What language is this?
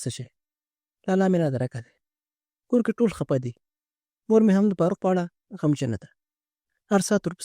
Pashto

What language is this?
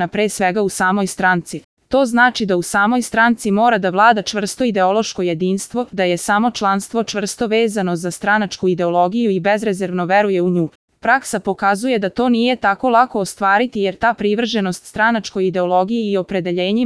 Serbian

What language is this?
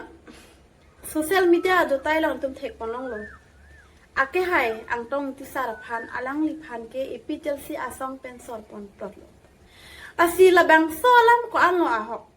Karbi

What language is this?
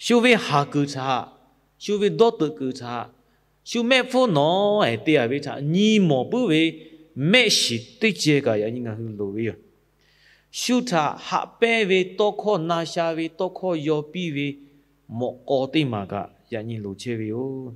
Lahu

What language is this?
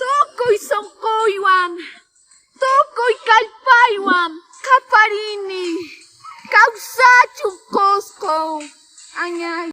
Quechua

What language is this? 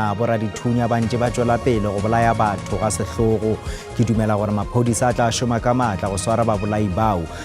Northern Sotho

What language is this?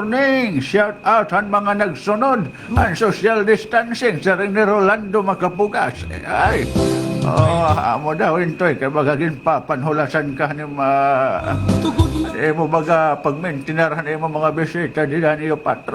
Waray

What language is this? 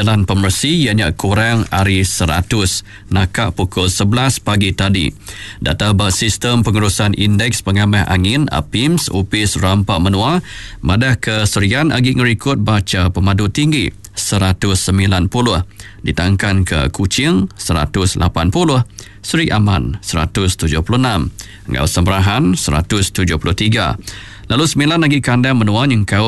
Iban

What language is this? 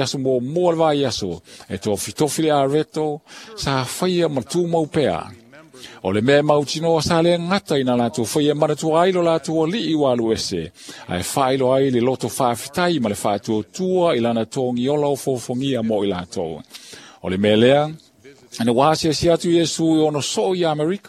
Samoan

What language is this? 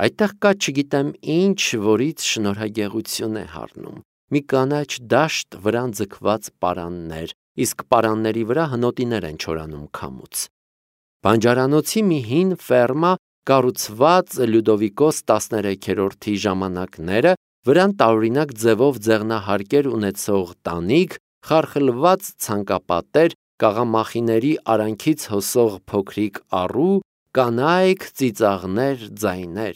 Armenian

